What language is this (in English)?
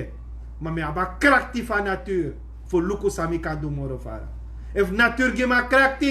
Sranan Tongo